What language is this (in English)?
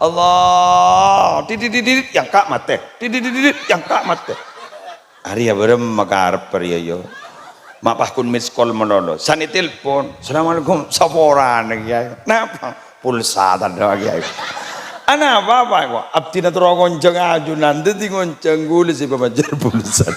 Madurese